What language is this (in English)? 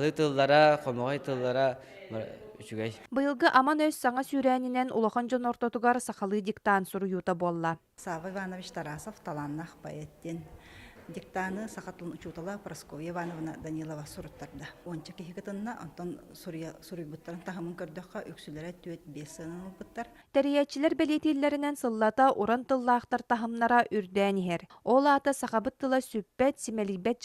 Yakut